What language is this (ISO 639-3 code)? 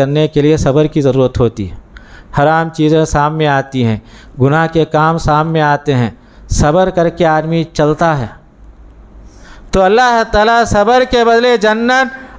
urd